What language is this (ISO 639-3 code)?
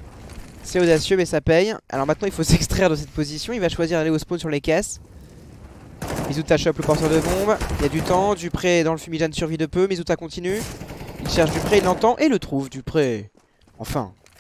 fra